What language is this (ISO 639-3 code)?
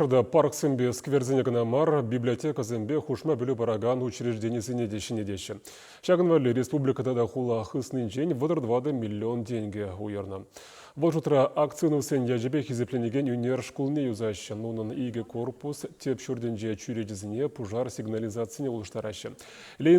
chv